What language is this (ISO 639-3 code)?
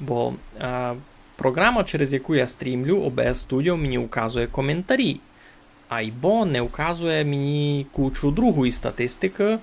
rue